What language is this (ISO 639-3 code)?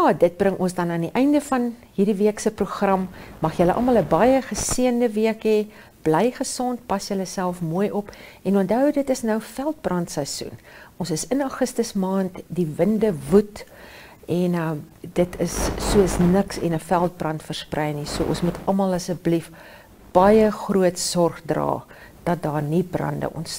afr